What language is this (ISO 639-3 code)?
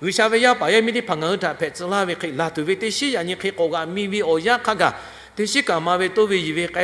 lhu